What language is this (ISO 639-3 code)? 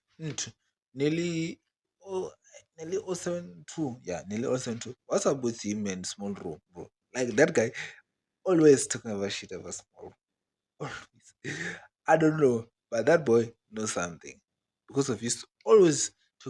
ven